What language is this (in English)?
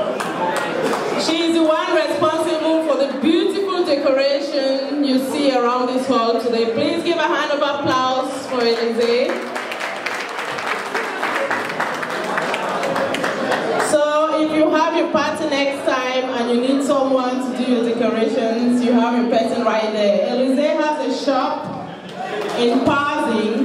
English